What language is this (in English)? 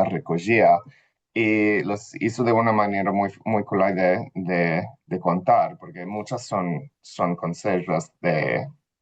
Ladino